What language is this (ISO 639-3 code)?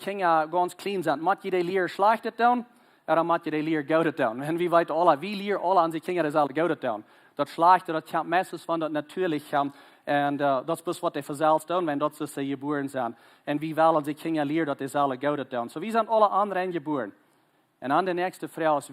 pdt